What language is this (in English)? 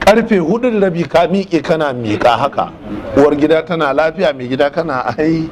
Hausa